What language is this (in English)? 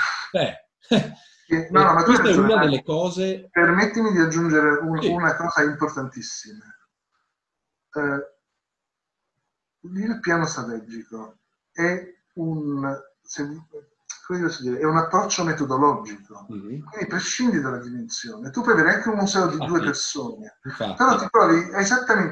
Italian